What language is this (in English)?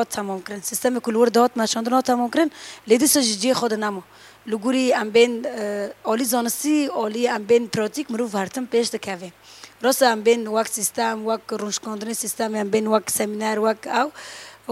Kurdish